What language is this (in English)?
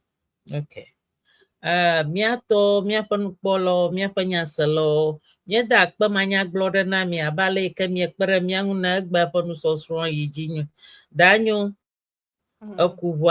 Ewe